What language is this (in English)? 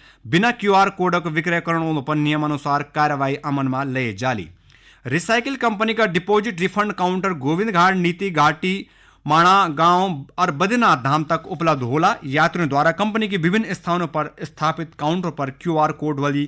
Garhwali